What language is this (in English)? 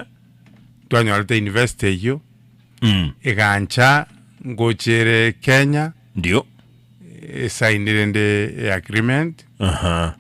Gusii